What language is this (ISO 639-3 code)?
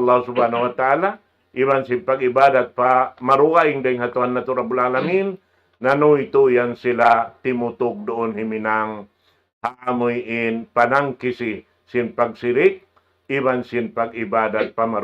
tsg